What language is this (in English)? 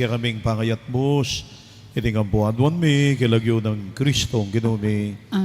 Pampanga